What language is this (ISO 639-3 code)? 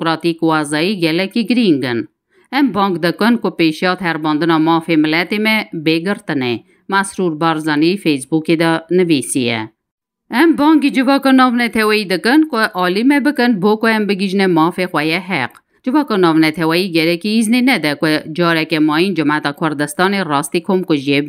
kur